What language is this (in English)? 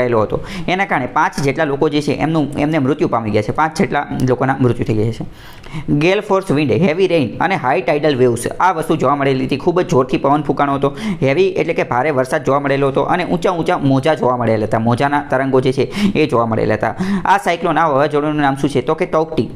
Gujarati